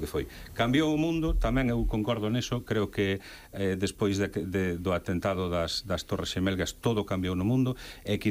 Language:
Galician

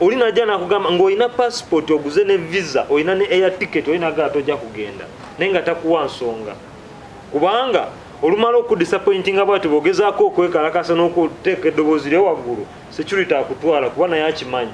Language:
Ganda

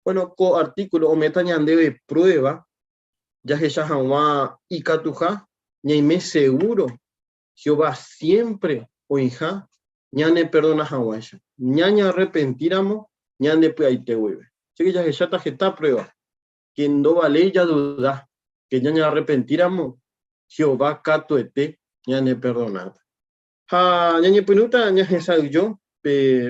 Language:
Guarani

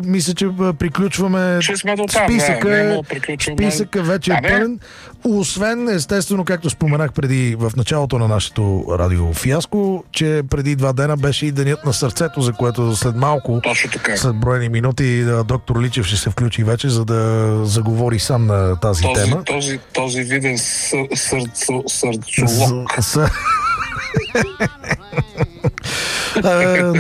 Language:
Bulgarian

